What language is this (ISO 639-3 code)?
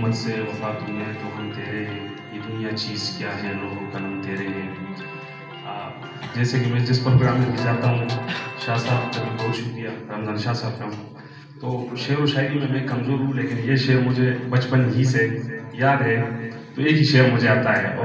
urd